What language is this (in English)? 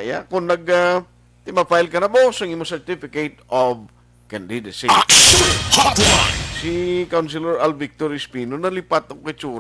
Hiligaynon